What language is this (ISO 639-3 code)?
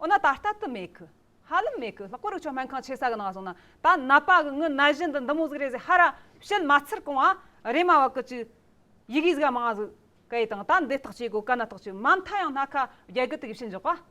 adx